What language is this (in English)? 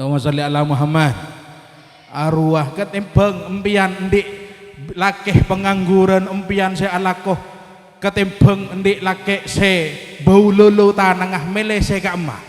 Madurese